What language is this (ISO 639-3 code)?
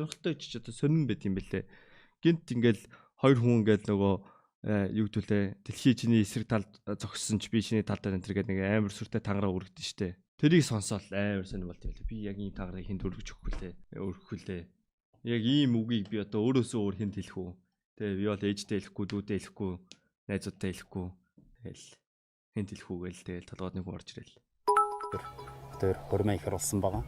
mon